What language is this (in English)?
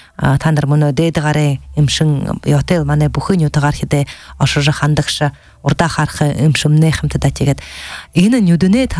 Buriat